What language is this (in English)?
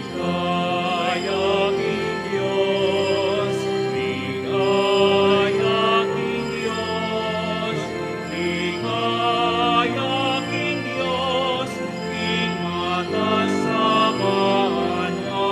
Pampanga